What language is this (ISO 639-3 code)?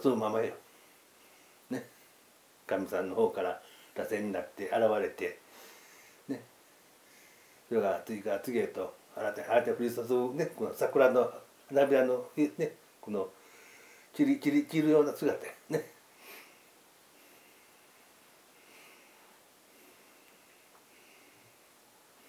jpn